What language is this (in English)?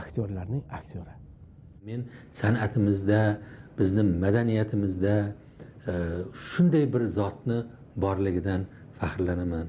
Uzbek